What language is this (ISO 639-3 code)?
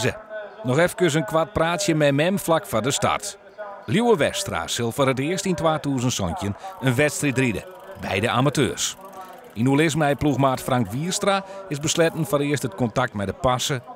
fry